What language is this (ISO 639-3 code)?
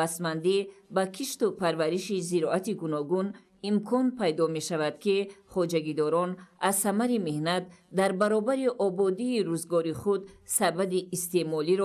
tgk